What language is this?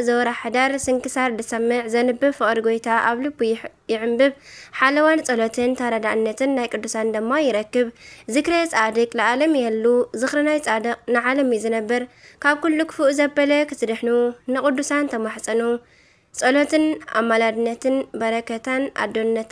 Tigrinya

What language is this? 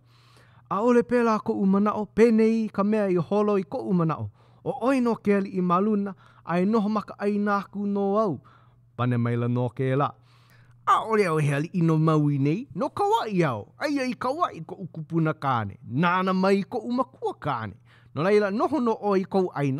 Hawaiian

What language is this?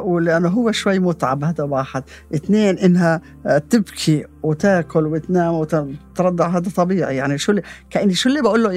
North Levantine Arabic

